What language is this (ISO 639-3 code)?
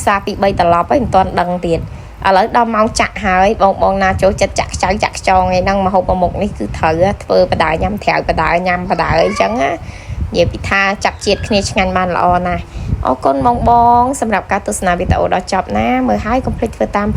khm